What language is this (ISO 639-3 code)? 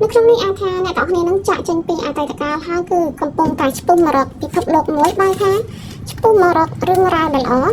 khm